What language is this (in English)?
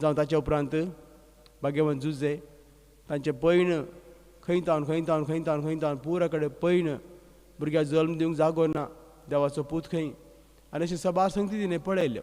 Konkani